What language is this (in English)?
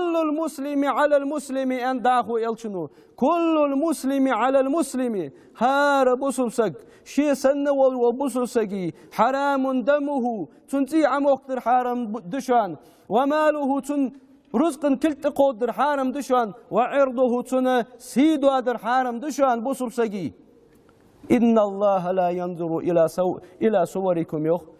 Ingush